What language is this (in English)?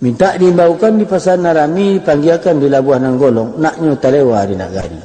Minangkabau